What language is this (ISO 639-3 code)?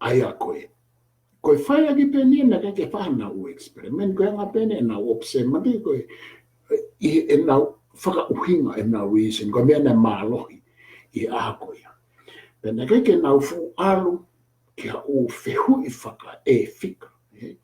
ton